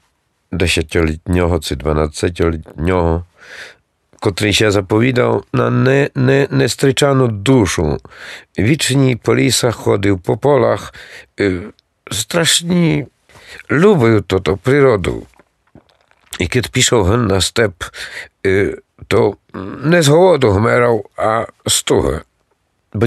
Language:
Rusyn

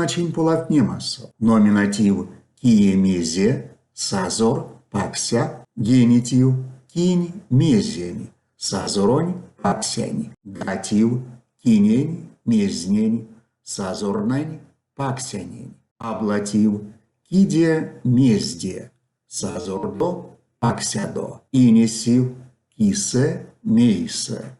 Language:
Erzya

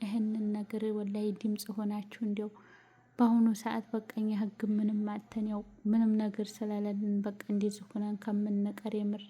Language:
Amharic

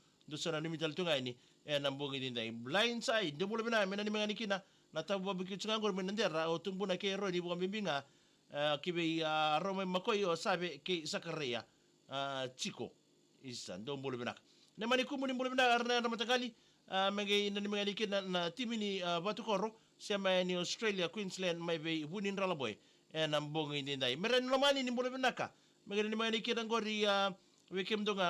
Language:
Fijian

